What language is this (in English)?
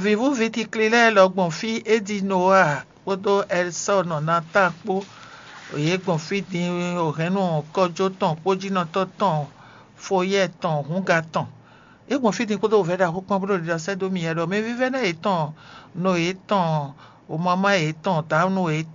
Fon